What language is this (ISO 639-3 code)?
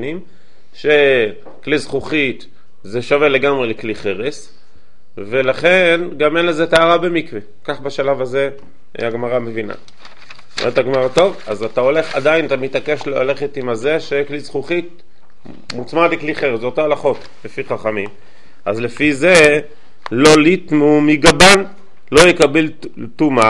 heb